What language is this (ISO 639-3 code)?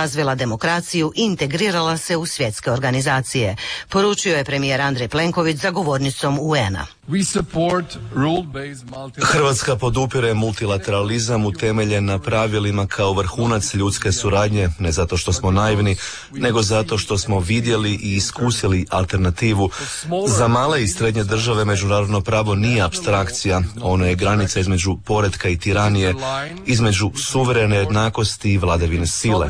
hrv